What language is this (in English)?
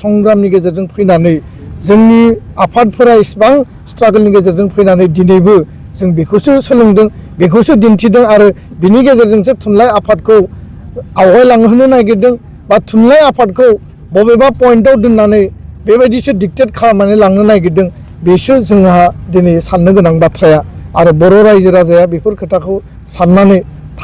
Bodo